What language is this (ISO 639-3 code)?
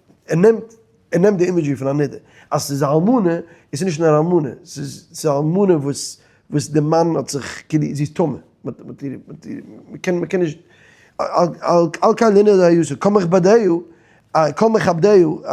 yid